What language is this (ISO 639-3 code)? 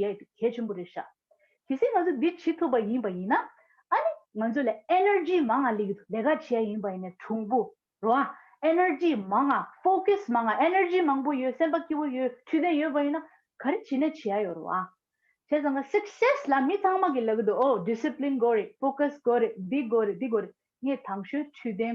bod